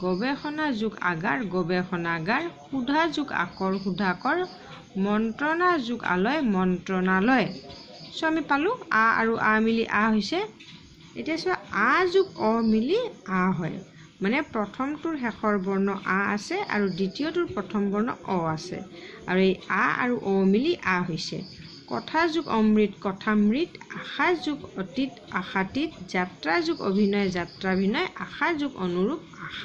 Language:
Assamese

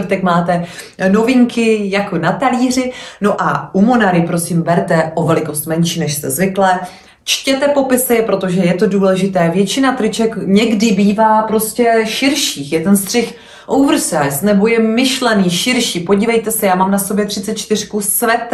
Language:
Czech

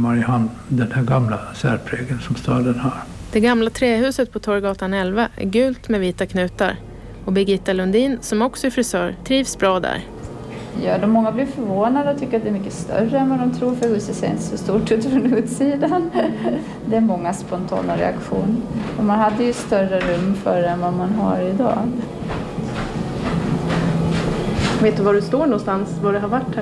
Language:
Swedish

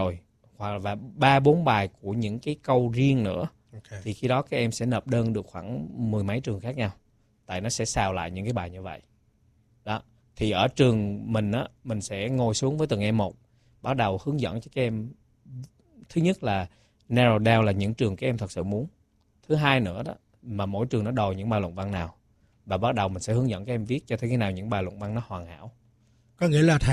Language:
Vietnamese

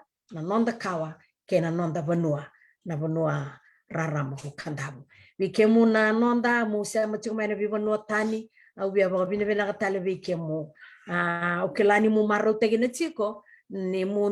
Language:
Fijian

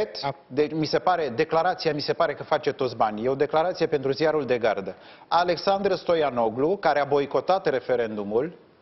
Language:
Romanian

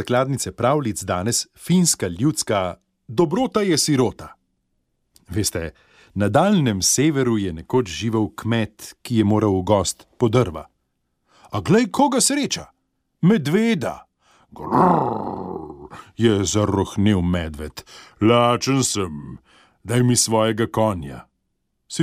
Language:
Slovenian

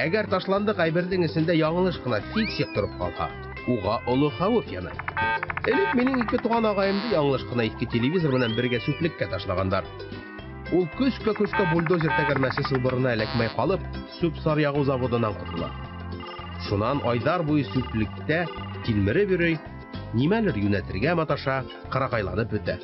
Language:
Bashkir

